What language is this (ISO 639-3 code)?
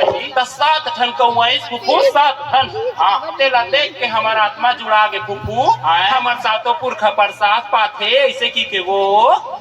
hne